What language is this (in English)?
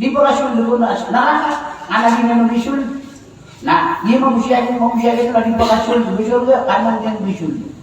Maranao